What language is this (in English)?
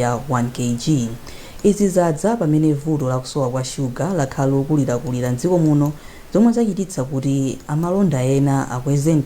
Nyanja